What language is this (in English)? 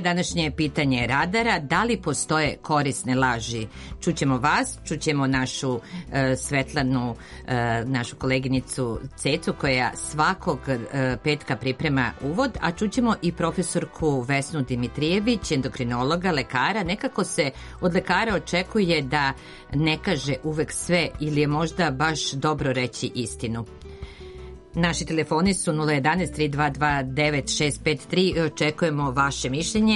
Serbian